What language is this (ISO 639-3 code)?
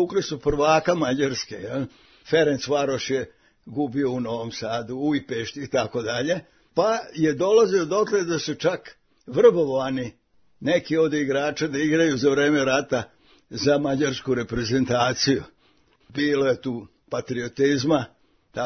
srp